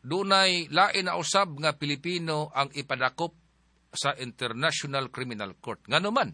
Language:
Cebuano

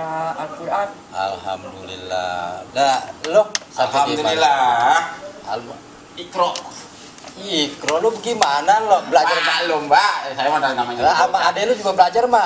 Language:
Betawi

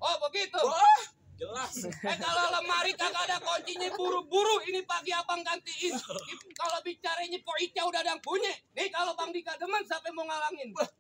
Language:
Betawi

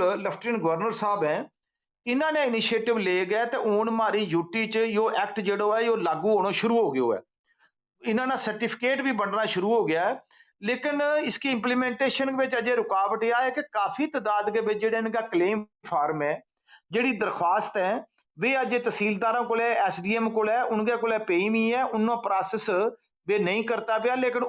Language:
Gujari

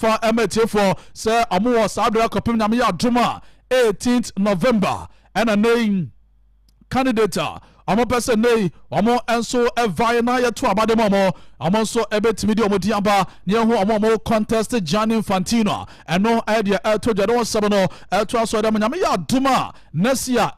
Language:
Akan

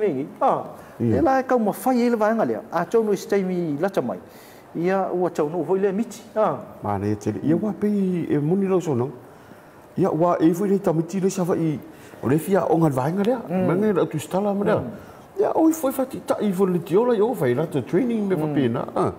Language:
Samoan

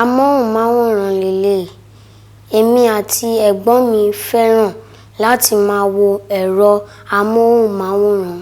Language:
Yoruba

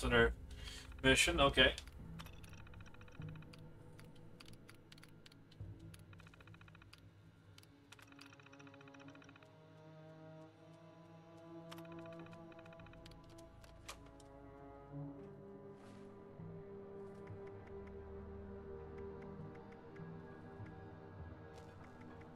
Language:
English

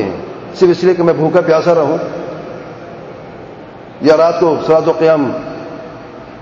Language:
Urdu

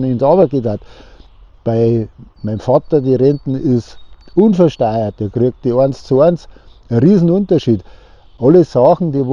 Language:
Bavarian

